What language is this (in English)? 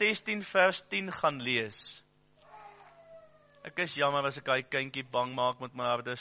Afrikaans